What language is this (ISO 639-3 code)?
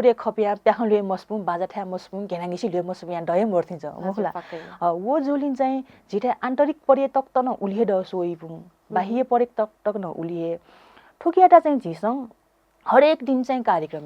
new